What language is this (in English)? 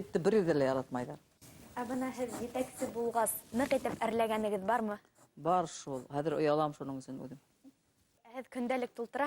Bashkir